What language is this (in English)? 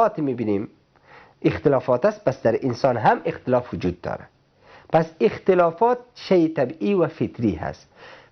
Persian